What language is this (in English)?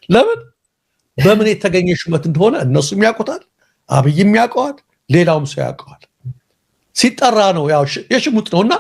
Amharic